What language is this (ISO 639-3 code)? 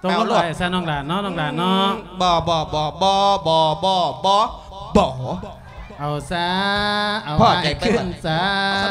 lao